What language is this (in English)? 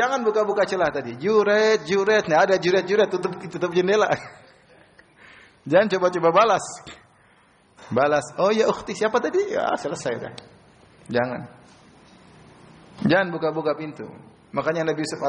Indonesian